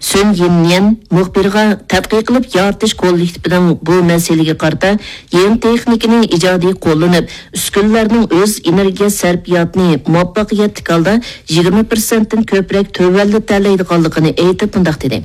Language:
Uyghur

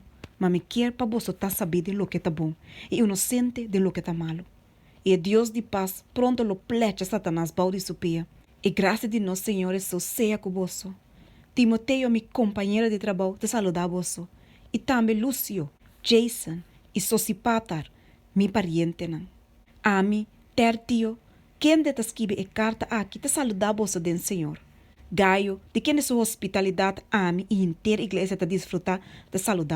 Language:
Papiamento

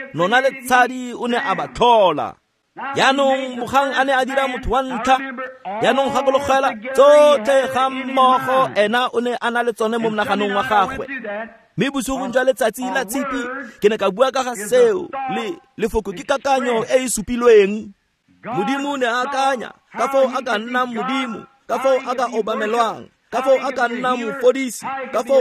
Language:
Tswana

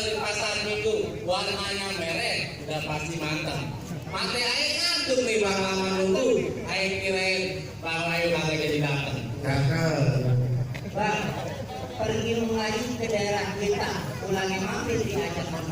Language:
Betawi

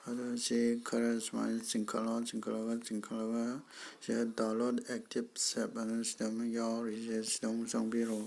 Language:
Manipuri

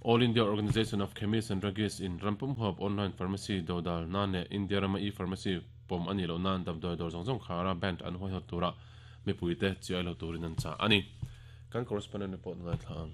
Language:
Mizo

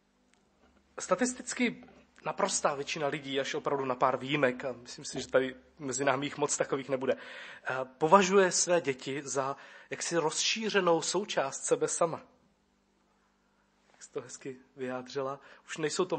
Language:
Czech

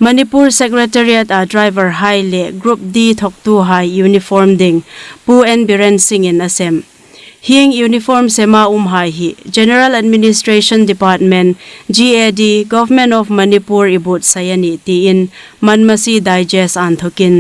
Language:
Hmar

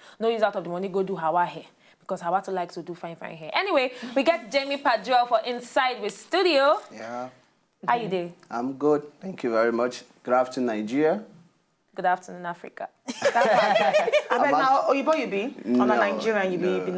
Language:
Nigerian Pidgin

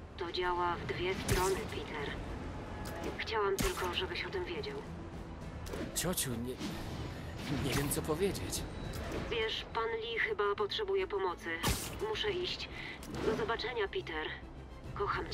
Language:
Polish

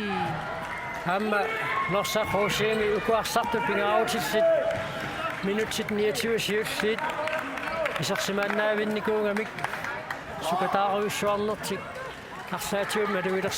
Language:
Kalaallisut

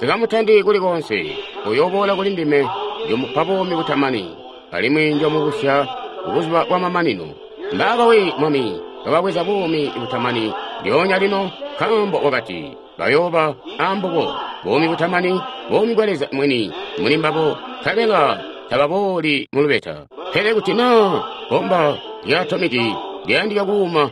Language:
Tonga (Zambia)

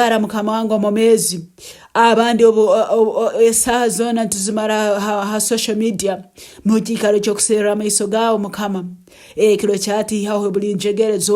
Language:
Tooro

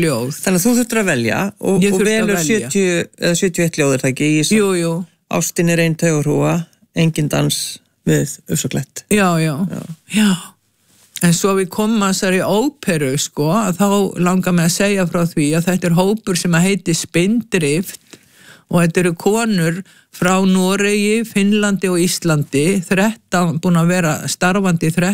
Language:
Icelandic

